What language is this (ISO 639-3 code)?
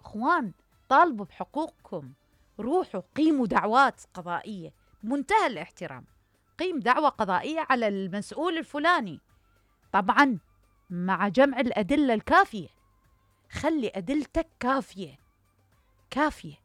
acm